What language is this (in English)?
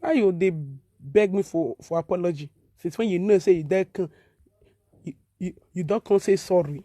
Nigerian Pidgin